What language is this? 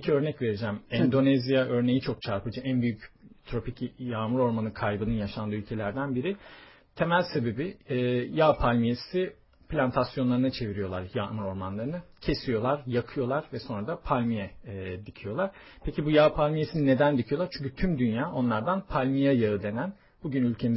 Turkish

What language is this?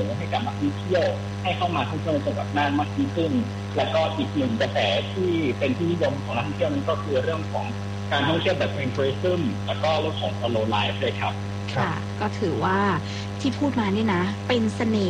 Thai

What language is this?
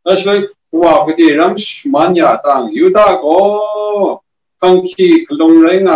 Kachin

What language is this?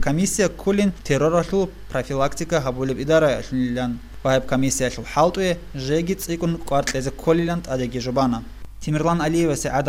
Avaric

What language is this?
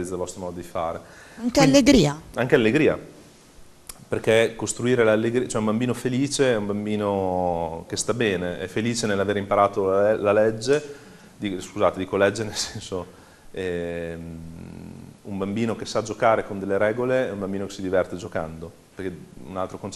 Italian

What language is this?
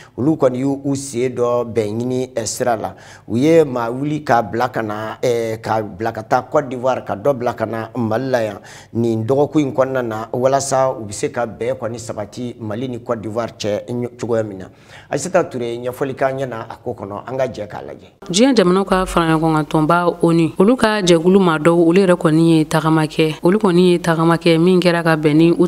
Bambara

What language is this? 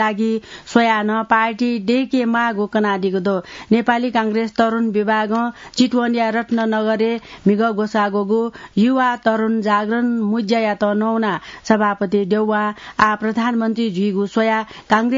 Newari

